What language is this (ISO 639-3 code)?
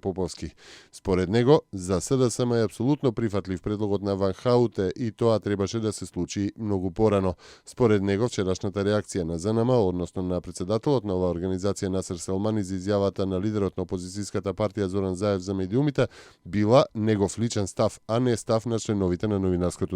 mkd